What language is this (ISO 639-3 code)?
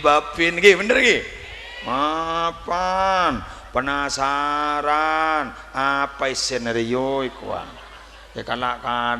mad